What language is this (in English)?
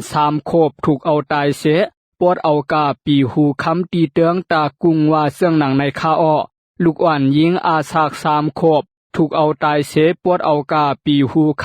Shan